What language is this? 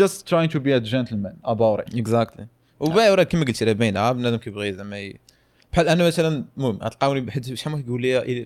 Moroccan Arabic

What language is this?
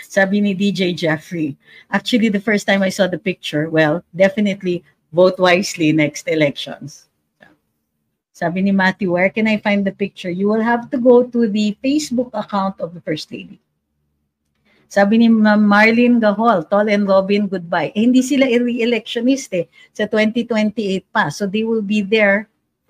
Filipino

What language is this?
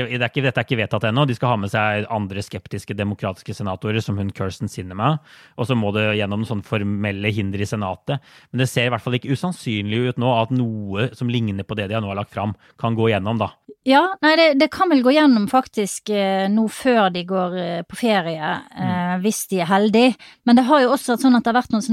Norwegian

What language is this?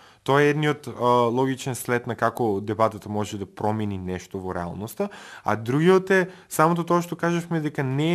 Macedonian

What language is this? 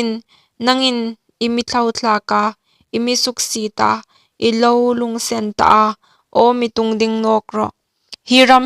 Hmar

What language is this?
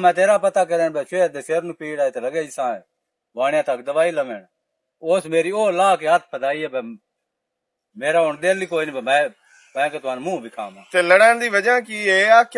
Western Panjabi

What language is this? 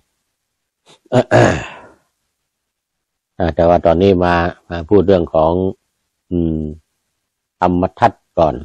Thai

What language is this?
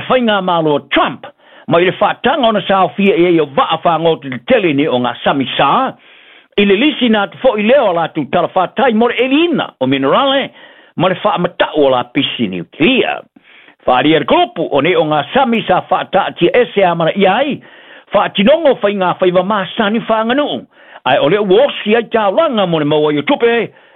Samoan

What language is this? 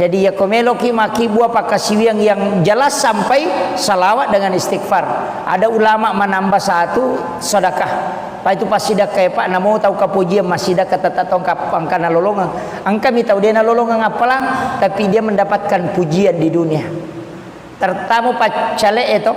Buginese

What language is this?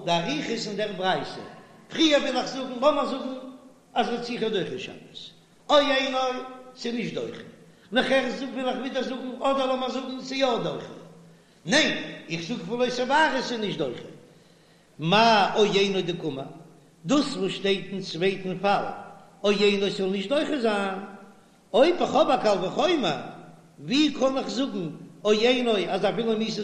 Yiddish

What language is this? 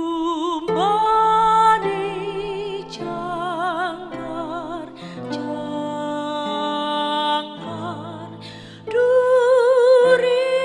Batak Simalungun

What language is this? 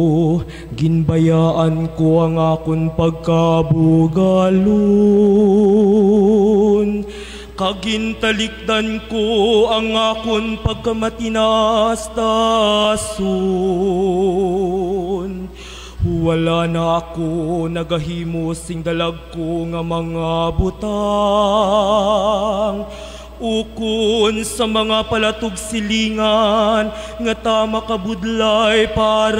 Hiligaynon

